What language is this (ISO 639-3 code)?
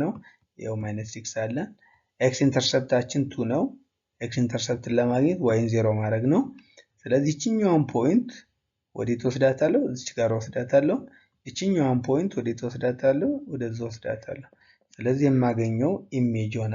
amh